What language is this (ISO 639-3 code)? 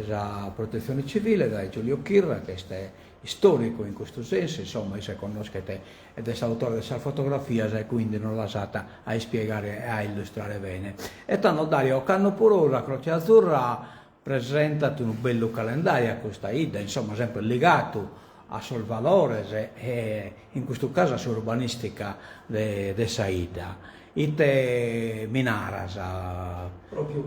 srd